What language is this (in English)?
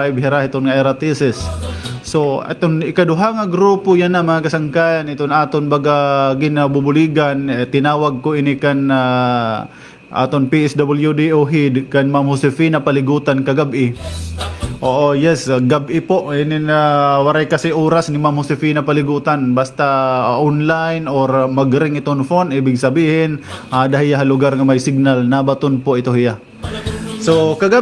Waray